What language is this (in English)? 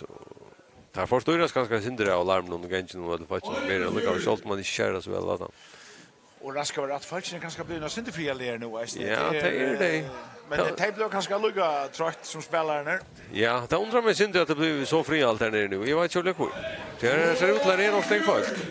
Faroese